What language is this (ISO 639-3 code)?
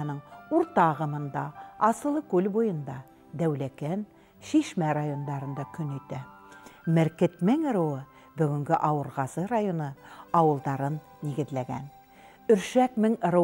bak